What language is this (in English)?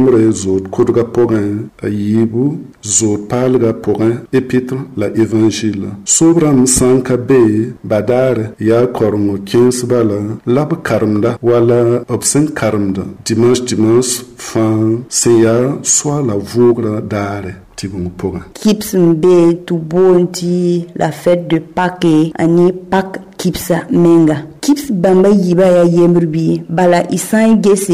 Mossi